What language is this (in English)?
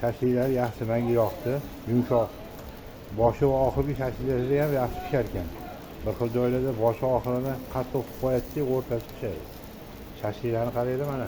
Uzbek